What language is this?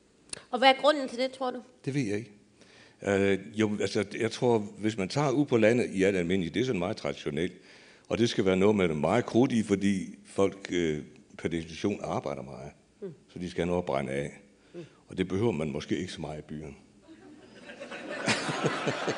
Danish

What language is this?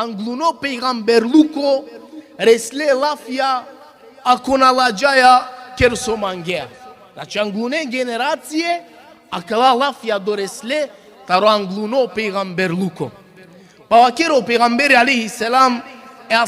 Balkan Romani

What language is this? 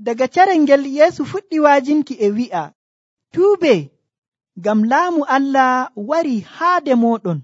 Nigerian Fulfulde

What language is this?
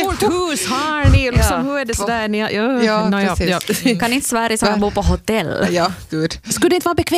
Swedish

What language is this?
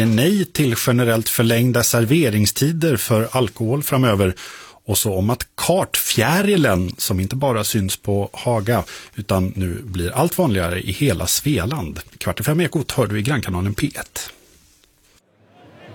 Swedish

